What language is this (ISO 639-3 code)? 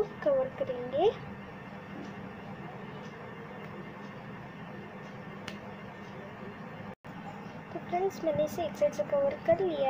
hin